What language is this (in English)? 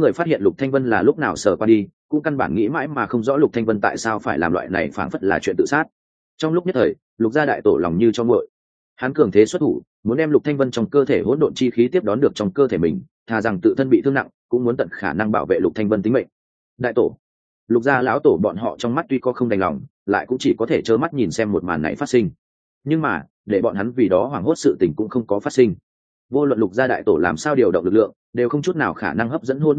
Vietnamese